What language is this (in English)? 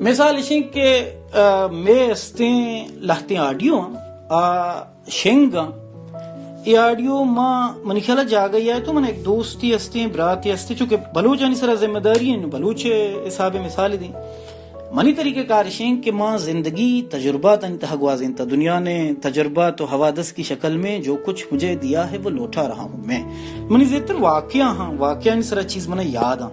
Baluchi